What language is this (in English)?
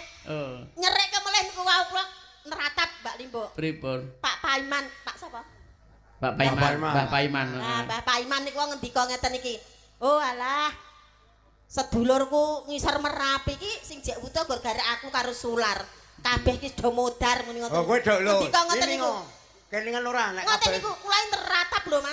Javanese